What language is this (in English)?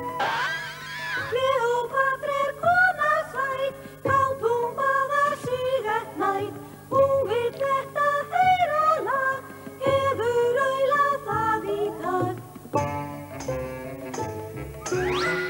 Icelandic